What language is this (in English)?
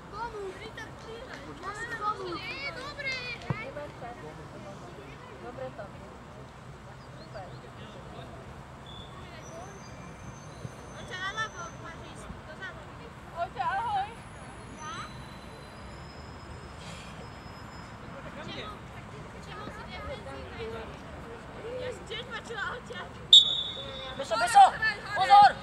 Slovak